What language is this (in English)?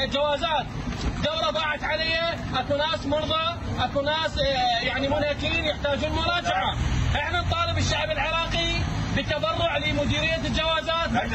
Mesopotamian Arabic